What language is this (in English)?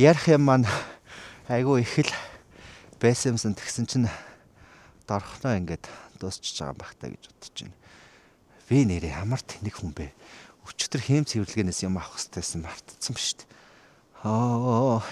Mongolian